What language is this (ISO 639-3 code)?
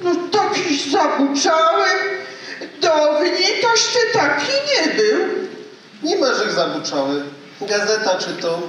szl